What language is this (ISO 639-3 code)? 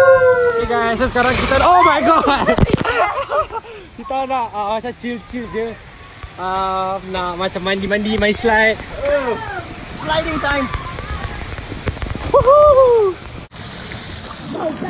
msa